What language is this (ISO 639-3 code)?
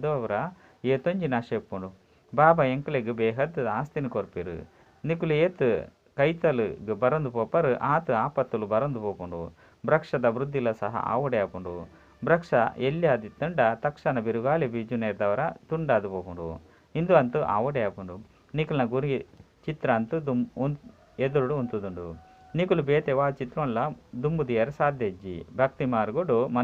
tcy